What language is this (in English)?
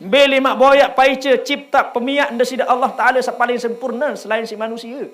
Sasak